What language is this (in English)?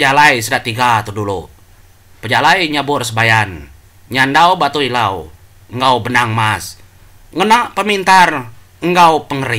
Iban